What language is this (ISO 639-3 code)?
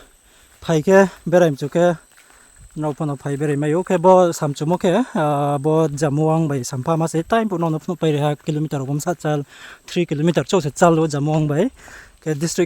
ria